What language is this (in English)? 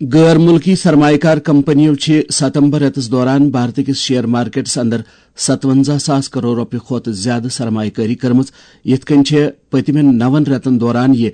Kashmiri